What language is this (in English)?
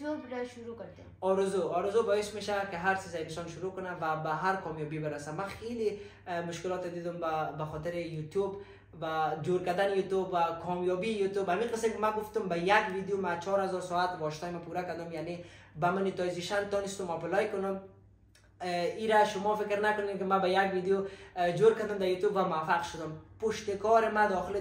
Persian